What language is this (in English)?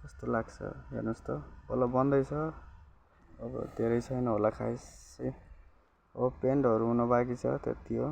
Nepali